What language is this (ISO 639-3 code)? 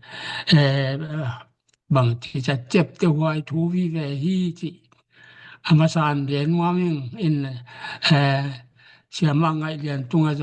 ctd